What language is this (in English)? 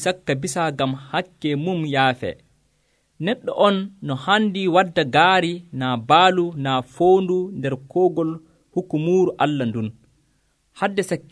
Nigerian Fulfulde